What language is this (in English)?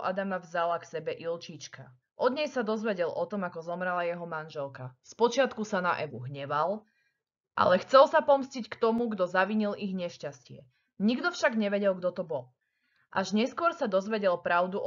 Slovak